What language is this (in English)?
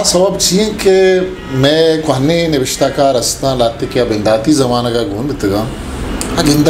Eastern Balochi